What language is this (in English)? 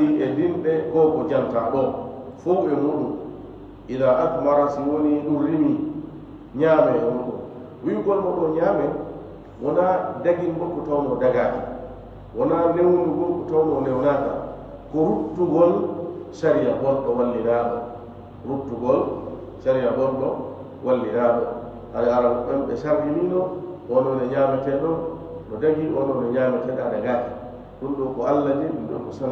Fula